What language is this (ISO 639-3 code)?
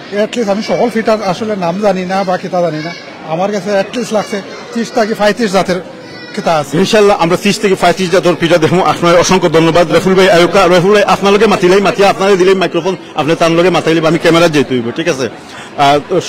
syl